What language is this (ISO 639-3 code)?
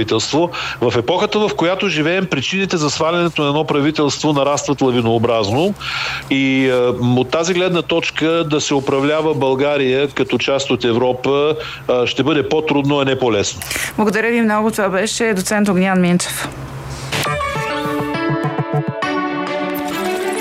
bul